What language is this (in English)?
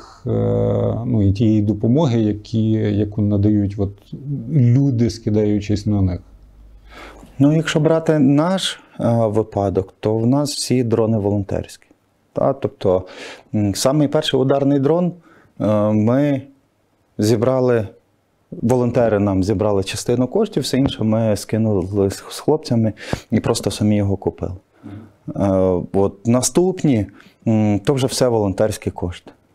Ukrainian